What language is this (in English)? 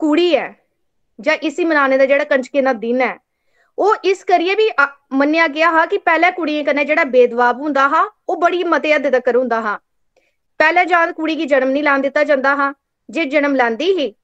Dogri